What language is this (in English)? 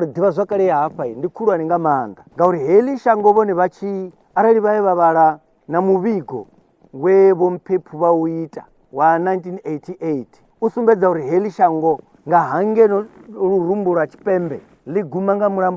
Venda